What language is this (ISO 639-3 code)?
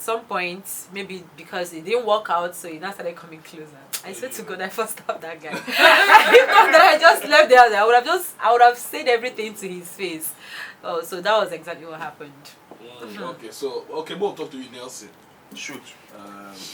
pcm